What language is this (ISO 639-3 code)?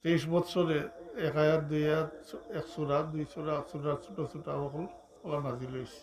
syl